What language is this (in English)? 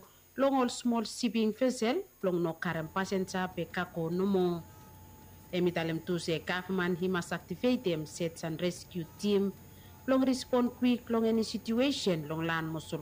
Bislama